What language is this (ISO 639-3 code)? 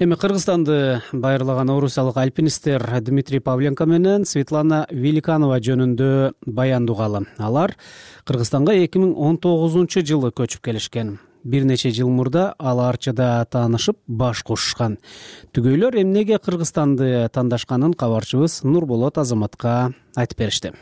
kir